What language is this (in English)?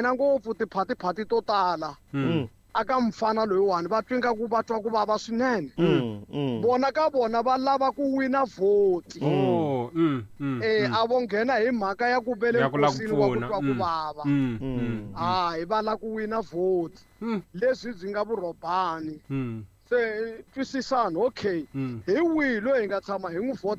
Tsonga